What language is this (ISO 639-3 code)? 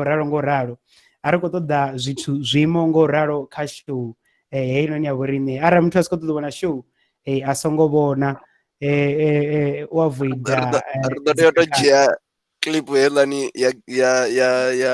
ven